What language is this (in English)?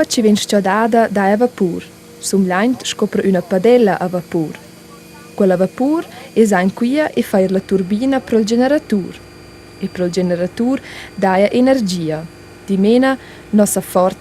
Romansh